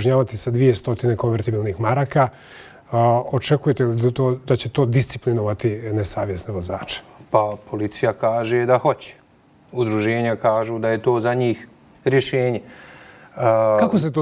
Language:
Bosnian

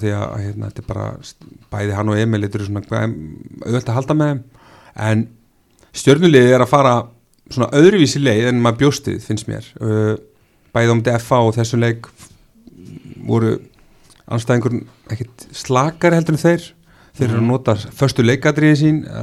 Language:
Icelandic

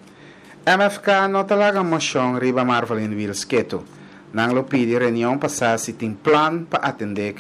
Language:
Papiamento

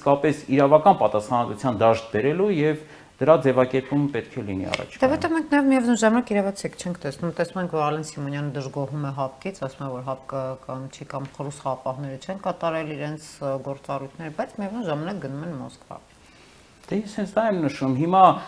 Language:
Armenian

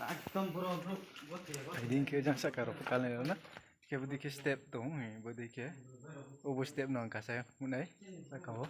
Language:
Riang (India)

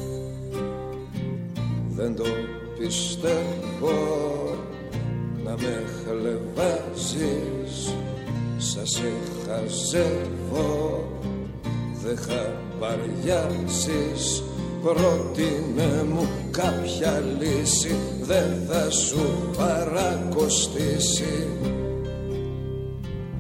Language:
Greek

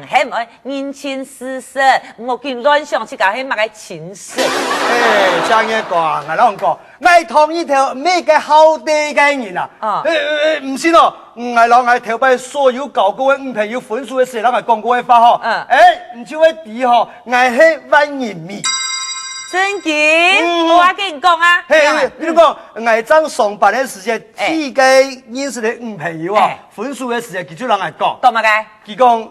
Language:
Hakka Chinese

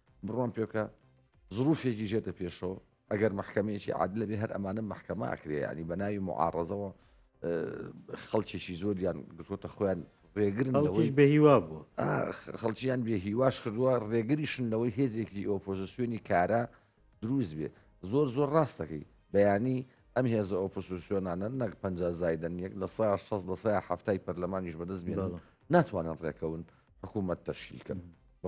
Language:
Central Kurdish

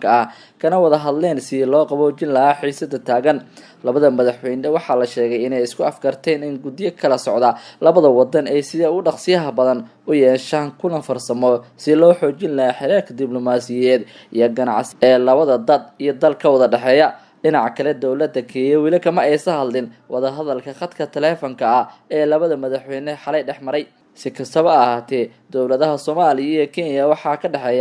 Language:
Somali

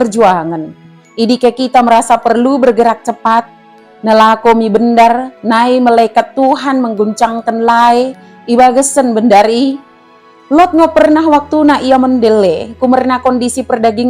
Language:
Batak Dairi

